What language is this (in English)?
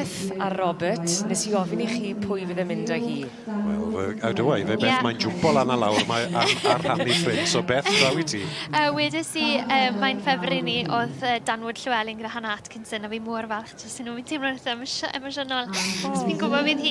Welsh